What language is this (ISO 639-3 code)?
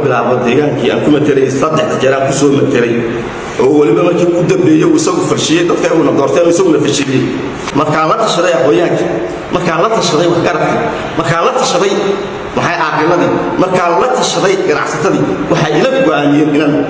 som